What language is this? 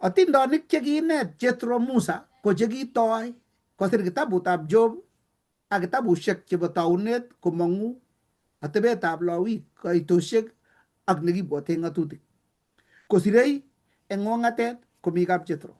Kalenjin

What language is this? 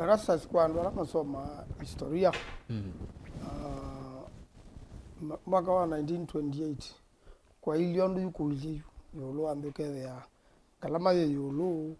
Kamba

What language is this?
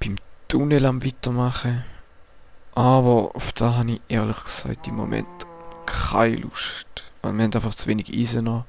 Swiss German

